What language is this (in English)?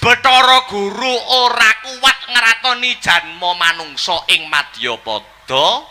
Javanese